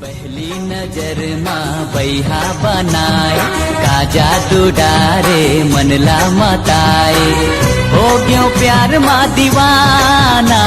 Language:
Chhattisgarhi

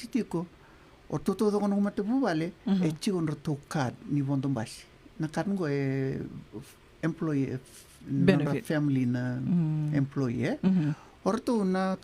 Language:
Fijian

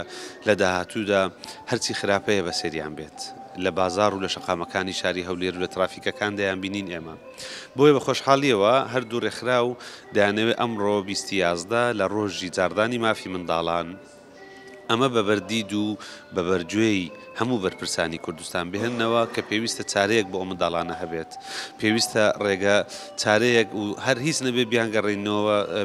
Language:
Central Kurdish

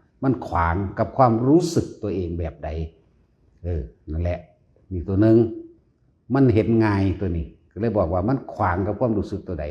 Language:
Northeastern Thai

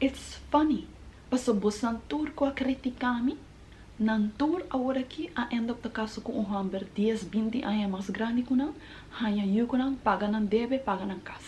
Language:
Papiamento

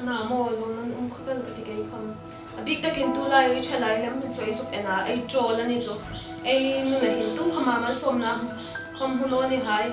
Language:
Hmar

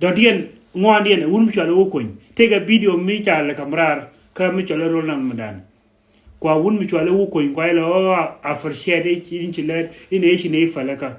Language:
Nuer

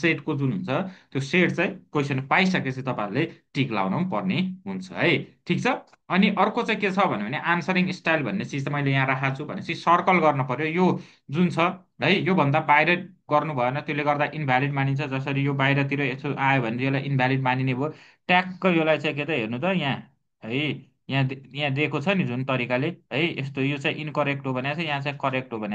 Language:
Nepali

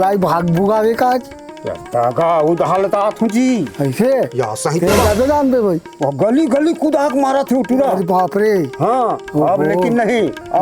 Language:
Chhattisgarhi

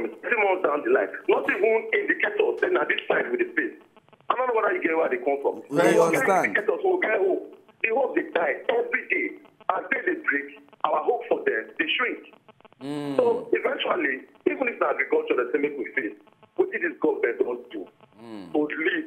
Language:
Nigerian Pidgin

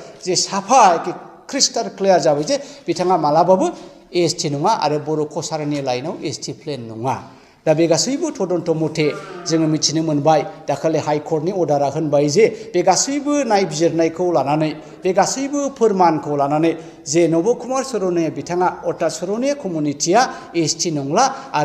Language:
Bodo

